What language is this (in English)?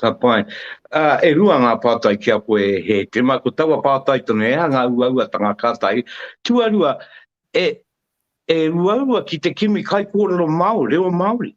Māori